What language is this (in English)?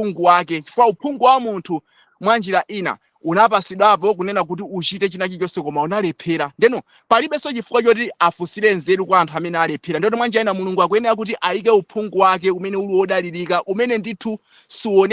Nyanja